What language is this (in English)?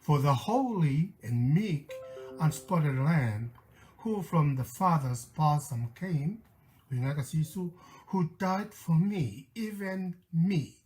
Tongan